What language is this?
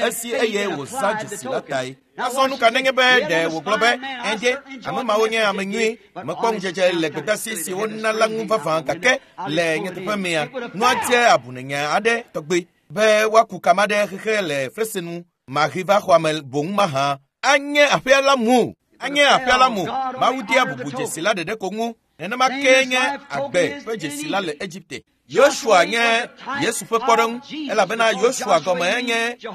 Ewe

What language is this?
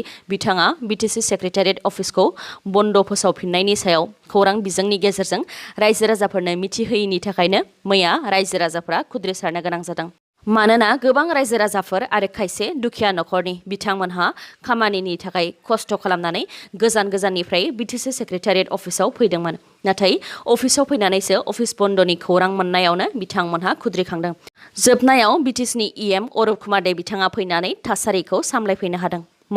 Bodo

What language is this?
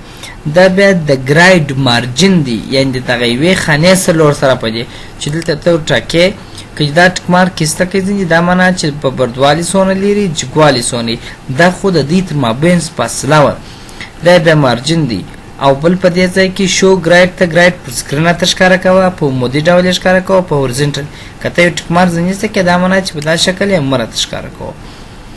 Pashto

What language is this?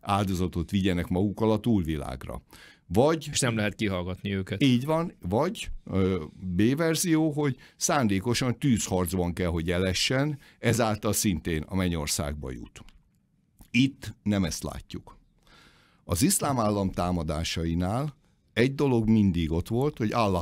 Hungarian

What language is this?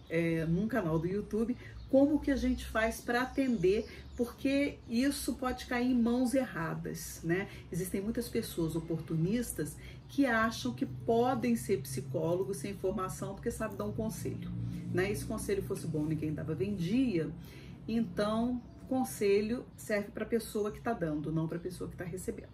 Portuguese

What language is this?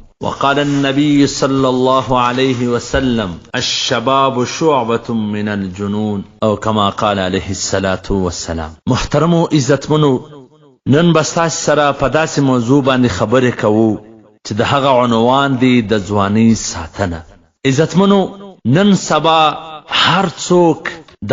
Pashto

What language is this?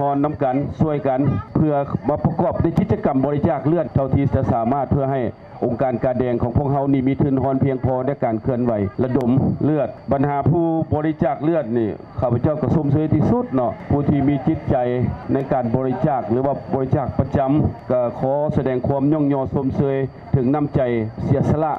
Lao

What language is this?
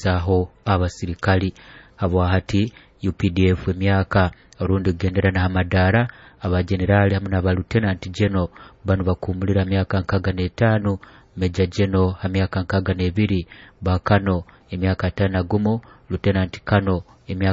Nyoro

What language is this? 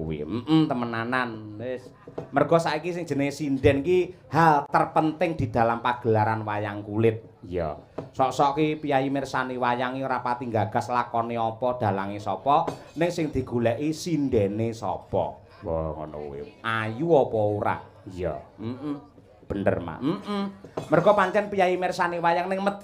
Javanese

